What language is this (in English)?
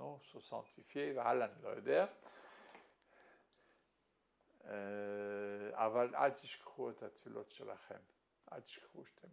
Hebrew